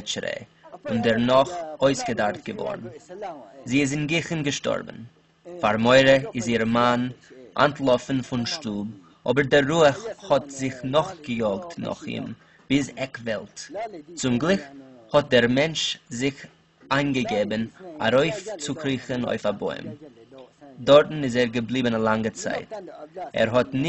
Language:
Yiddish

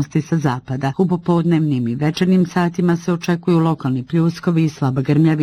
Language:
Bosnian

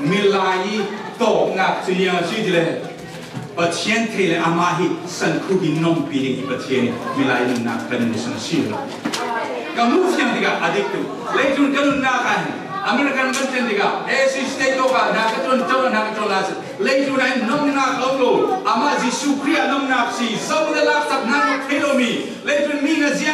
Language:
Falam Chin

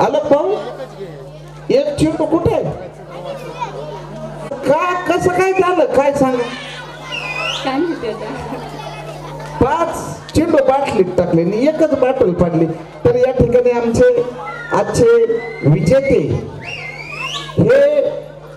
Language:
Marathi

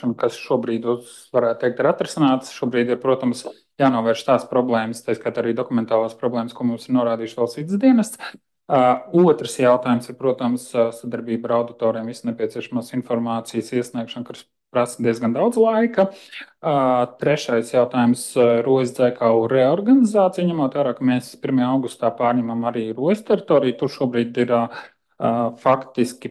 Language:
Latvian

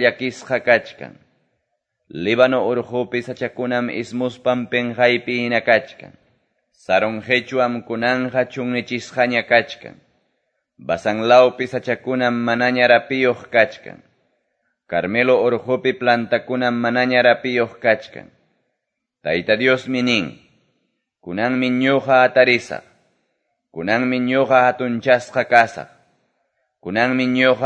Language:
Quechua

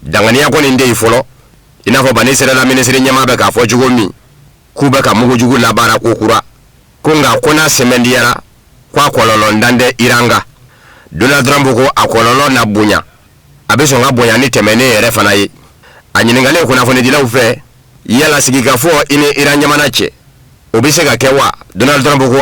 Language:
Bambara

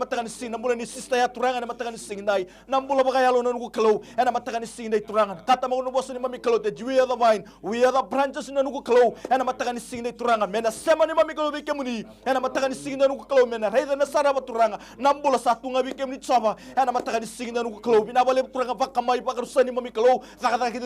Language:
Fijian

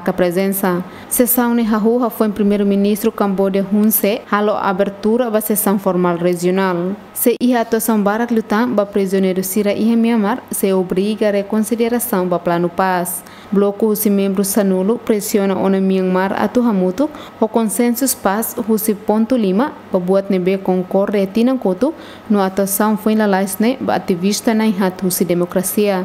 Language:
Tetum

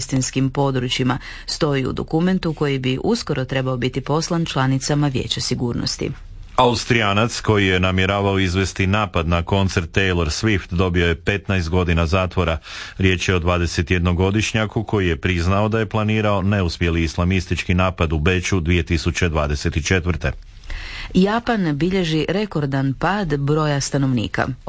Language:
Croatian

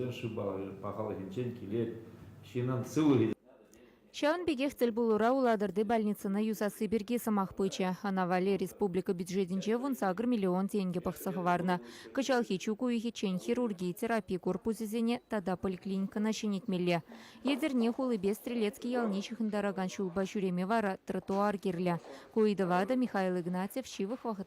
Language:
Chuvash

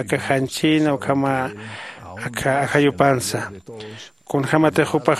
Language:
Aymara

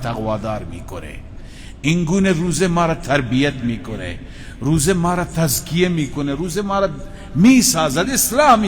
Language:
Persian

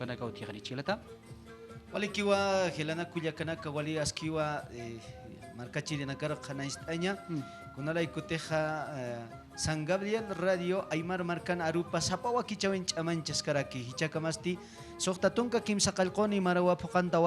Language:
Aymara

